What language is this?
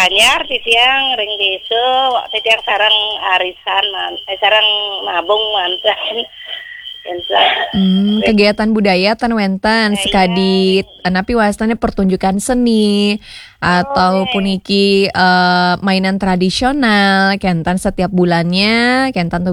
Balinese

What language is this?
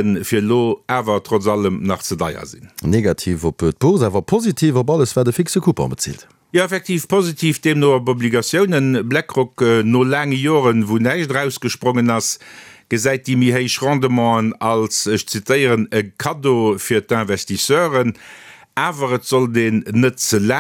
Luxembourgish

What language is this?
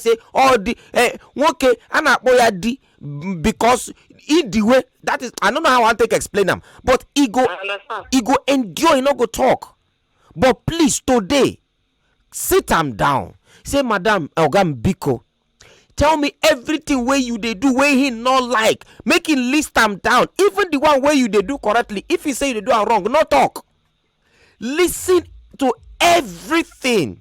Nigerian Pidgin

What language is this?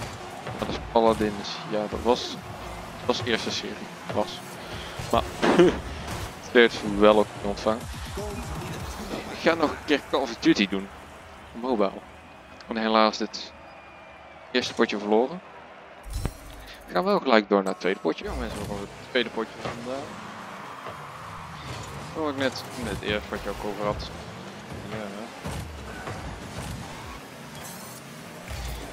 Dutch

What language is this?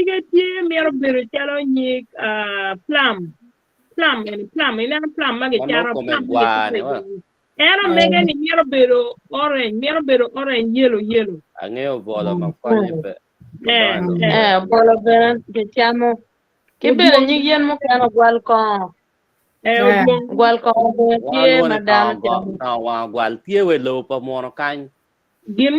Acoli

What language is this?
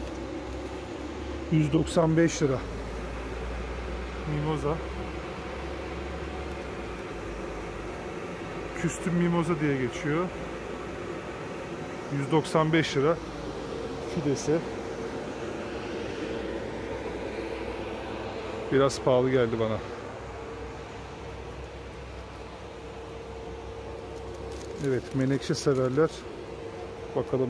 Turkish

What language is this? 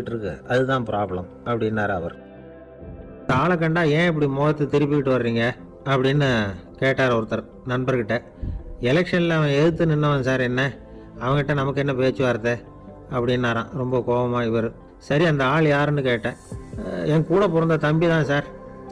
Tamil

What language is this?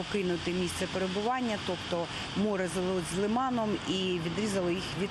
Ukrainian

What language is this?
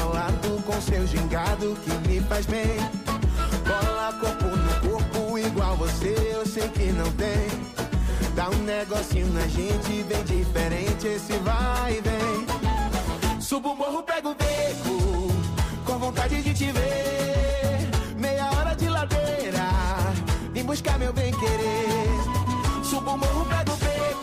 Portuguese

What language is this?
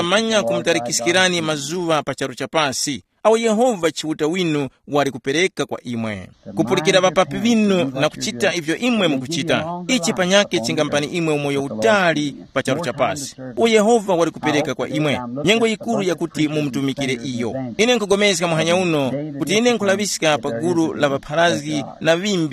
Tumbuka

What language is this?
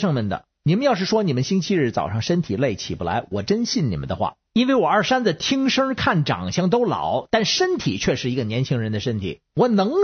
Chinese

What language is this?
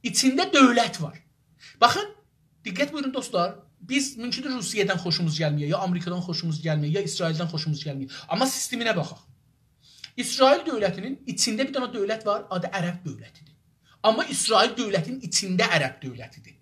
South Azerbaijani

